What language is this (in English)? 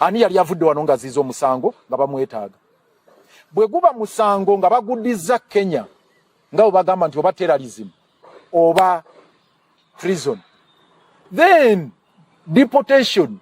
Ganda